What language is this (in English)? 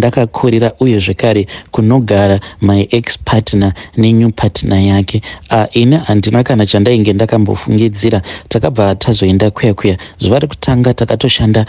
Shona